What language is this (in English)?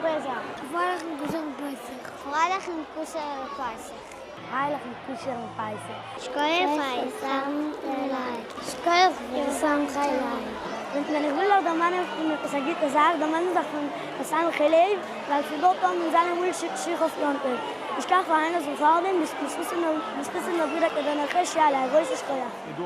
Yiddish